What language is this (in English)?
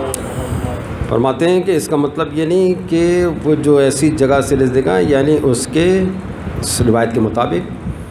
Urdu